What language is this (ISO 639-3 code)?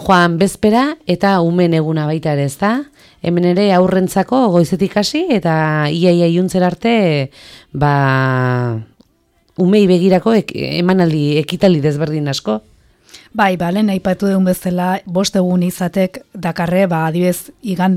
eus